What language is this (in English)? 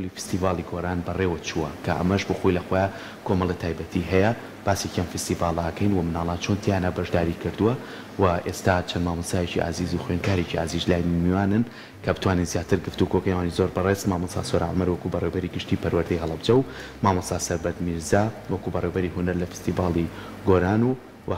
Central Kurdish